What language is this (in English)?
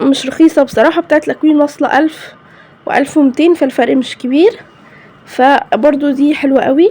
Egyptian Arabic